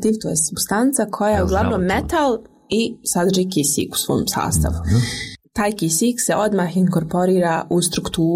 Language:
Croatian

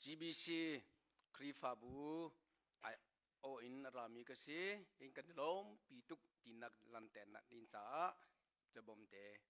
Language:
Hakha Chin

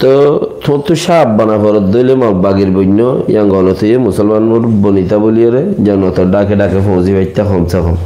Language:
Rohingya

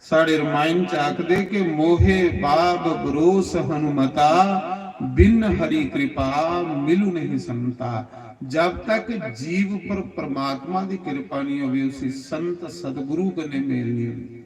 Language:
Dogri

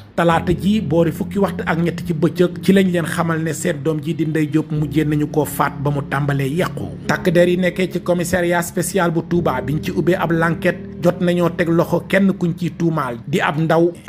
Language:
Wolof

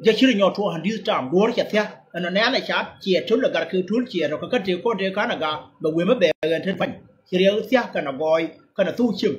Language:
Nuer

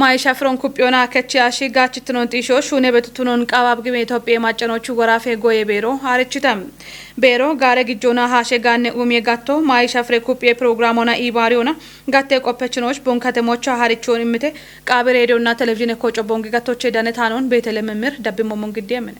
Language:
Kafa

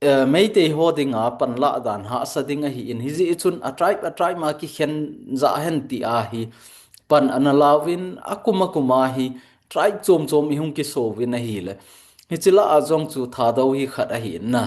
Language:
Thado Chin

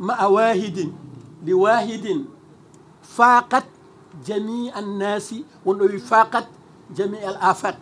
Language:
Fula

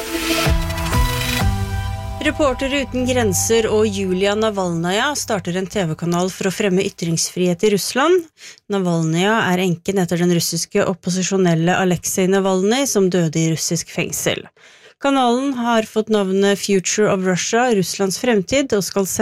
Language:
Norwegian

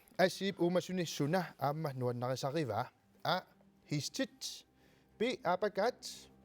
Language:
Kalaallisut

